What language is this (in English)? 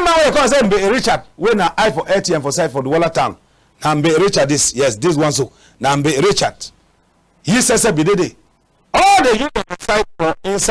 Cameroon Pidgin